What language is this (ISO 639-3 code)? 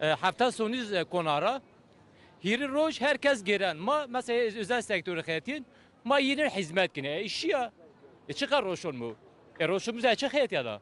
kur